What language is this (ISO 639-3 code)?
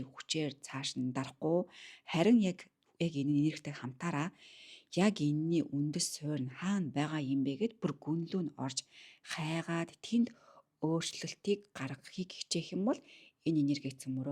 mon